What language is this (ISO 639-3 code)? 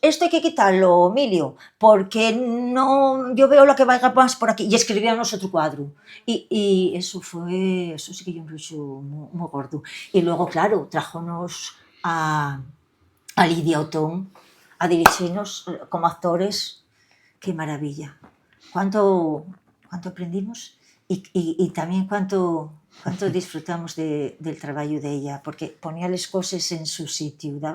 ast